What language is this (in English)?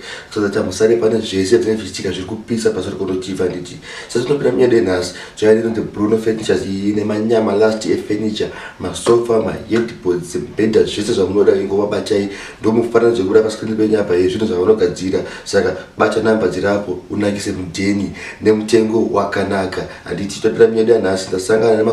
Shona